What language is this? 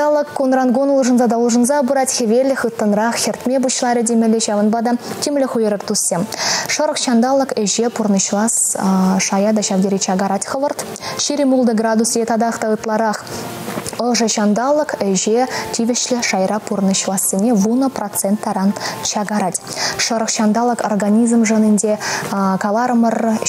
Chuvash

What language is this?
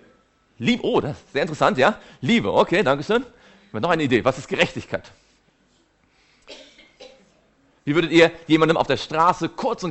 German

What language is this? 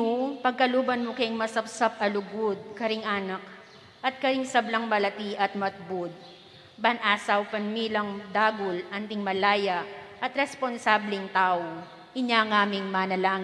Pampanga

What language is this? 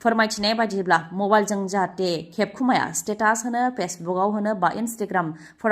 Bodo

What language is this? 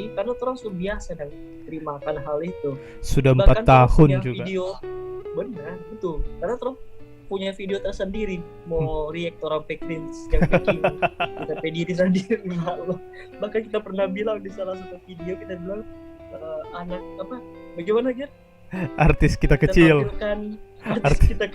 Manado Malay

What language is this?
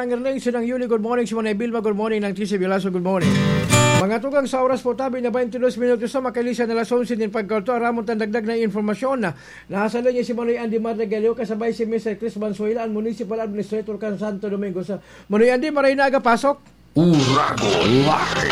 Bikol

